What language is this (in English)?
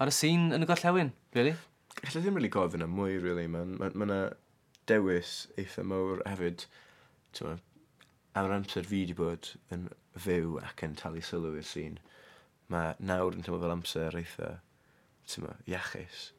Welsh